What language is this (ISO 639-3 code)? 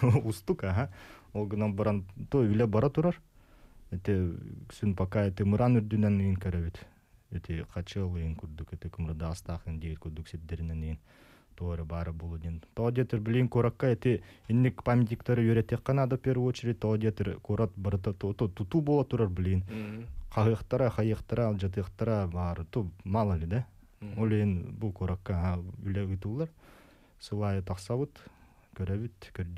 sah